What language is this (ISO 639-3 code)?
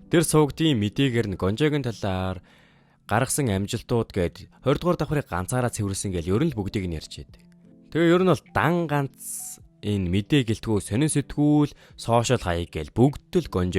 mon